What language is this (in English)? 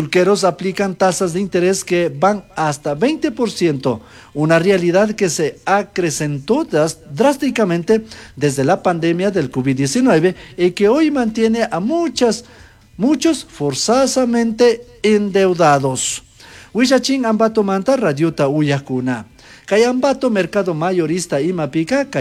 Chimborazo Highland Quichua